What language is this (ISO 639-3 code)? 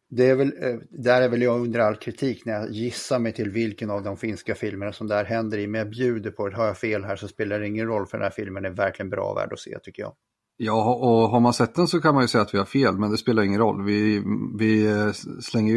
swe